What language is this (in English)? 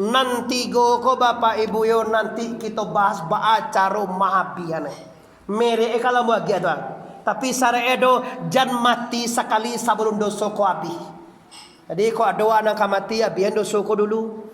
Minangkabau